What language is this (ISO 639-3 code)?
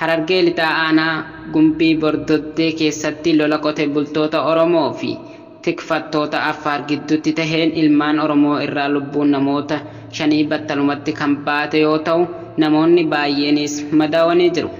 orm